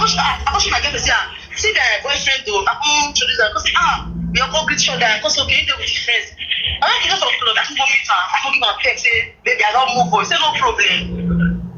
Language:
Nigerian Pidgin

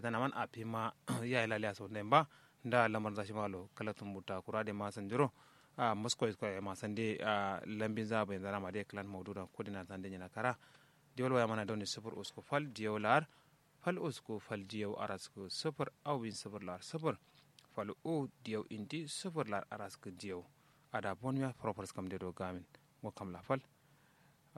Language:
Kanuri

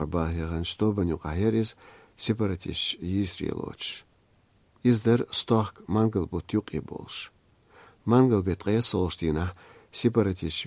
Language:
Chechen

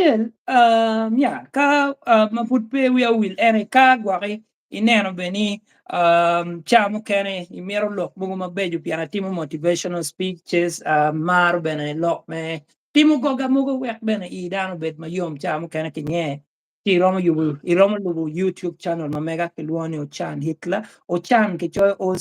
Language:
Acoli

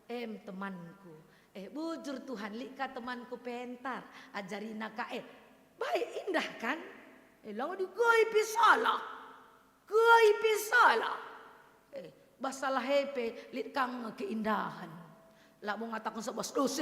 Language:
Batak Karo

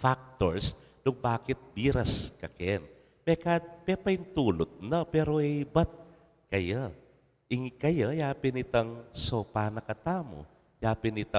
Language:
Pampanga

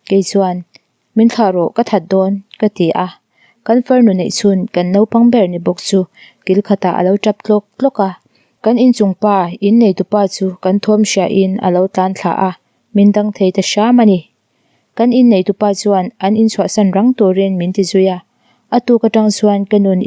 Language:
Mizo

